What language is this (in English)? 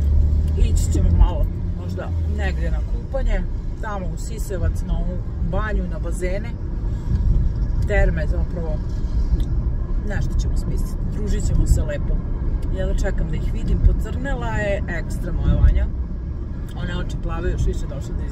Serbian